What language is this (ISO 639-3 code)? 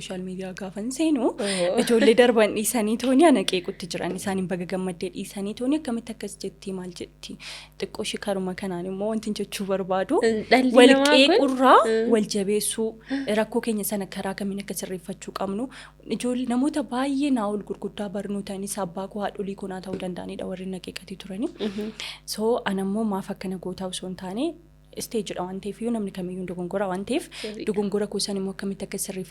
orm